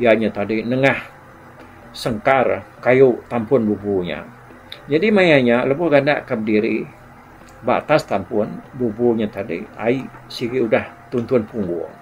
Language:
Iban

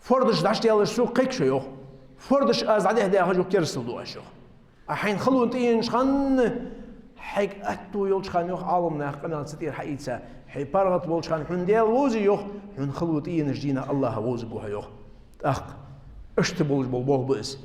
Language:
Ingush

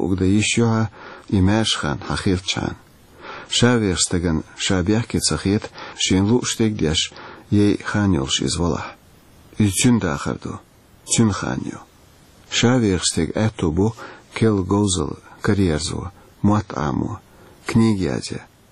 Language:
Chechen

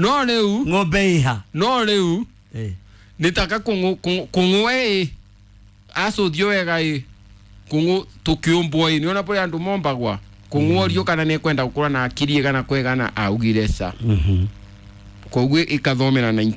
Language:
Kikuyu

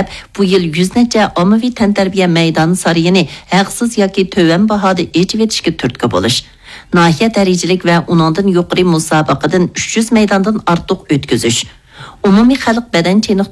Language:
Uyghur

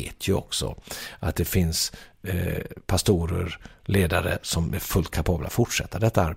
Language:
Swedish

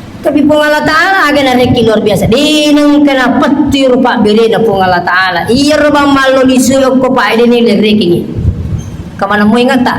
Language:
Buginese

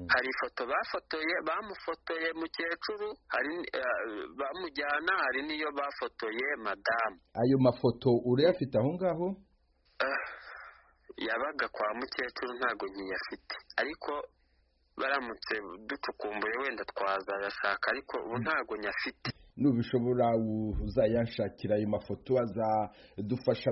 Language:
Kinyarwanda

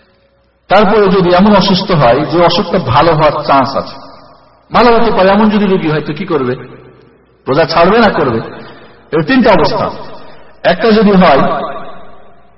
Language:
Bangla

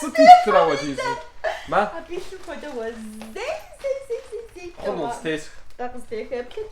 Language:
Kabardian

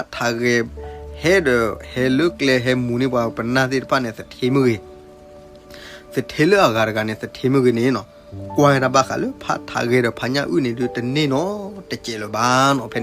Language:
S'gaw Karen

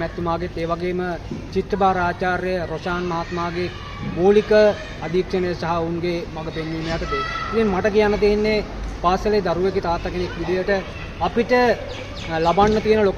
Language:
Sinhala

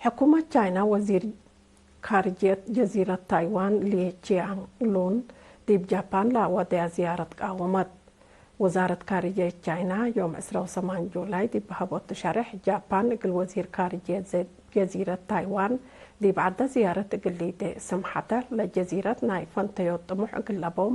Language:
Tigre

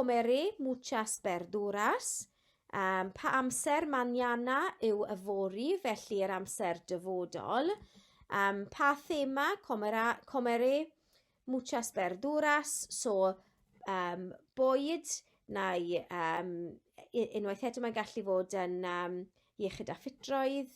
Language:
Welsh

